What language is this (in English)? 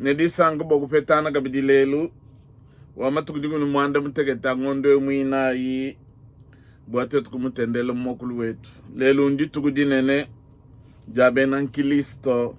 Luba-Lulua